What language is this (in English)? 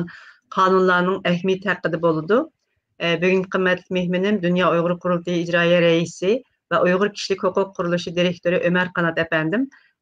Uyghur